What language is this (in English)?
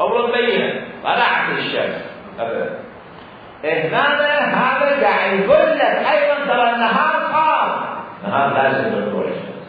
Mesopotamian Arabic